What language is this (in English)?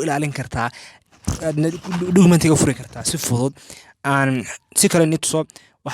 Somali